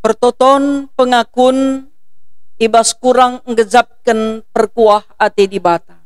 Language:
Batak Karo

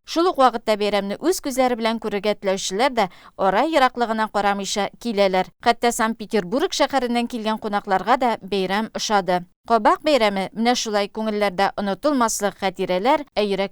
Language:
Tatar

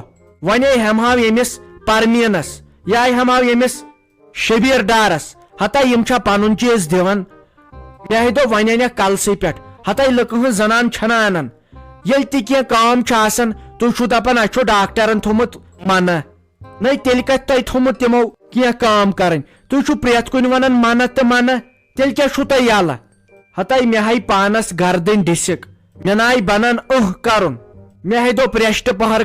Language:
Kashmiri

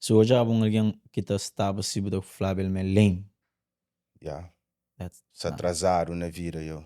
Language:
Kabuverdianu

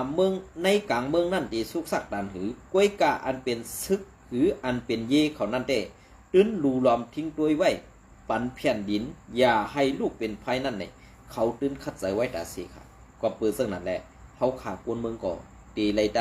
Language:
Shan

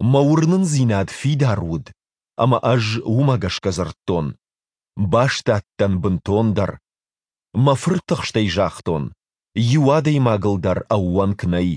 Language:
Ossetic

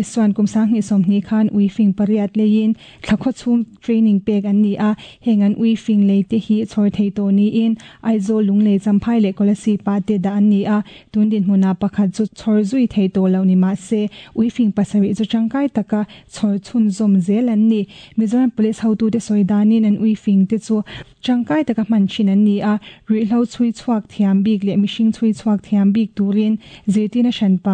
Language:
Mizo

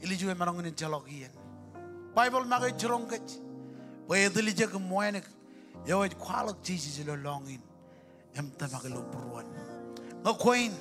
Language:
Marshallese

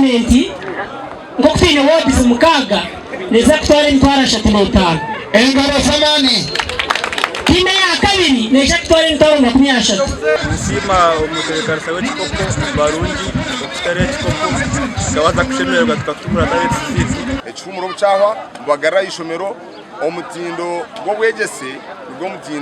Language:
Nyankole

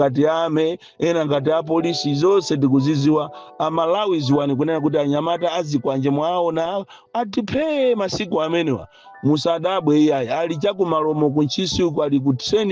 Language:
Nyanja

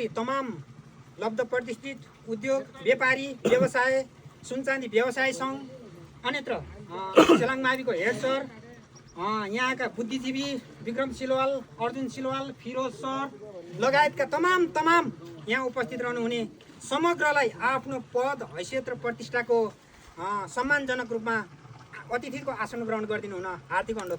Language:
Nepali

